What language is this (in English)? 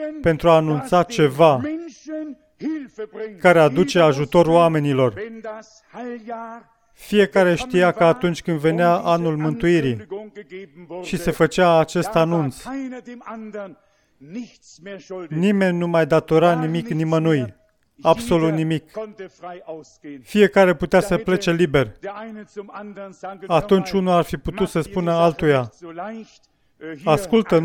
Romanian